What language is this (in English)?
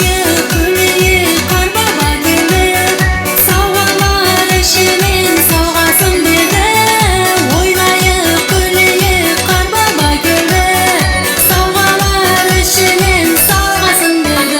Kara-Kalpak